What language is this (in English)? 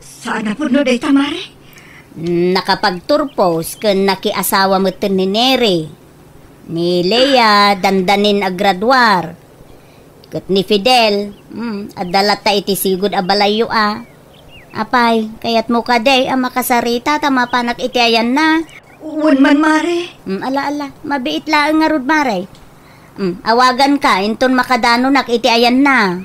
Iloko